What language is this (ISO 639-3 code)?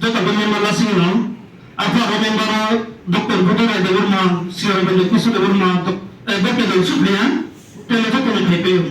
ria